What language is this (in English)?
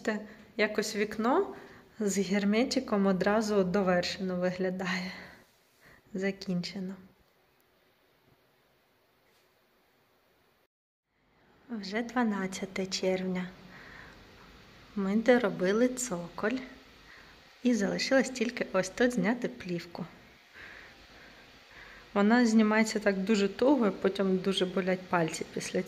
Ukrainian